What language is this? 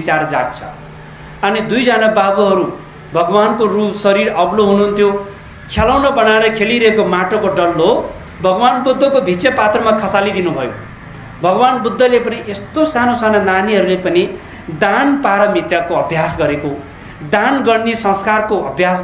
Nepali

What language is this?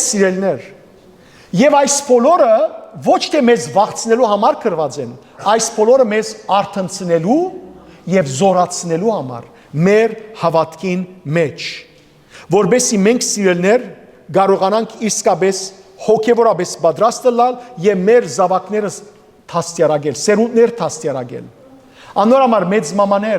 Western Armenian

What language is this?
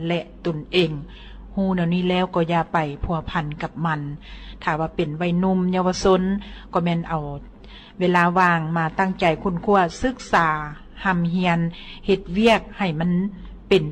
Lao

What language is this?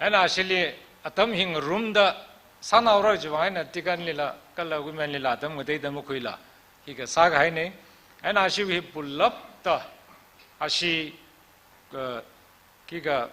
Tangkhul Naga (India)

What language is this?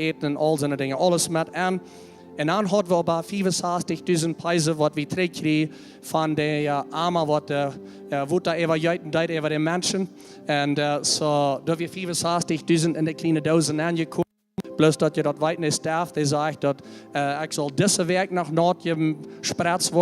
Plautdietsch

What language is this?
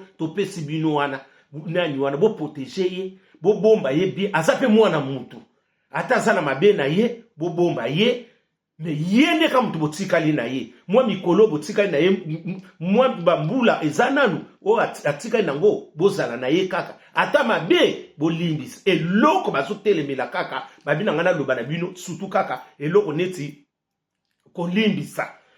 Lingala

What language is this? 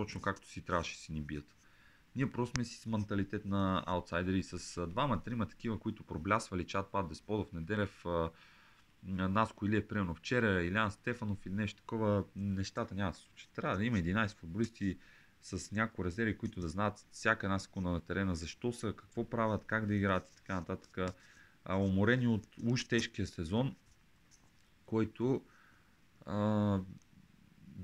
Bulgarian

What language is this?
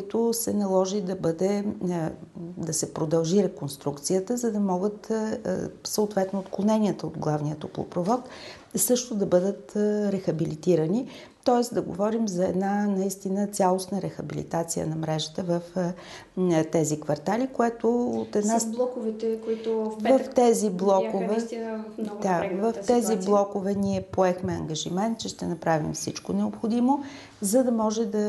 Bulgarian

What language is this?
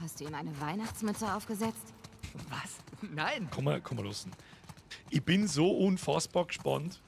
Bavarian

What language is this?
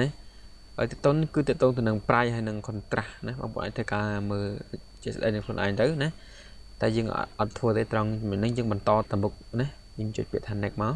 Khmer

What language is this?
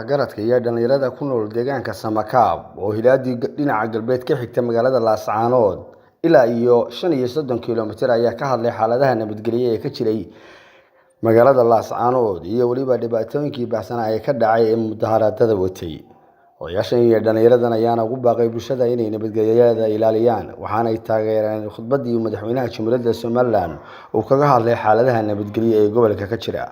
Somali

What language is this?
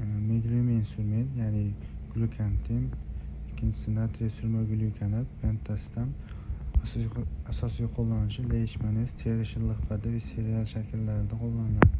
Uzbek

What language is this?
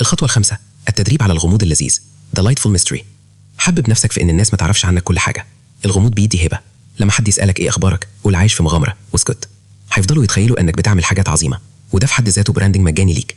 Egyptian Arabic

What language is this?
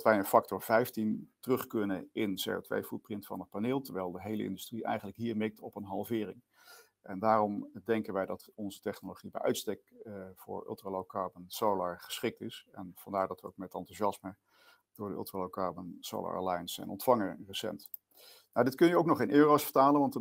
Dutch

